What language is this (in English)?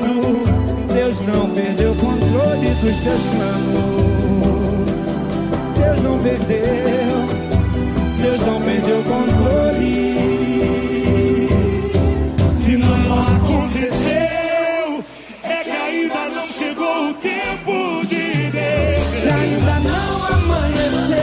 Portuguese